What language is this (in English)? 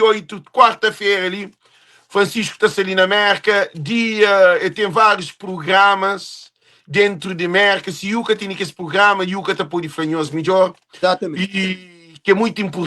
Kabuverdianu